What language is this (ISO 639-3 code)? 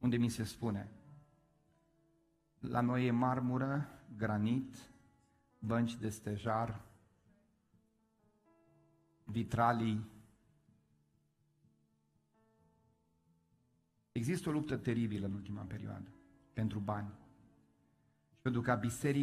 ron